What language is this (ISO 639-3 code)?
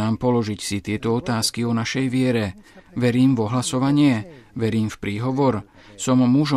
slk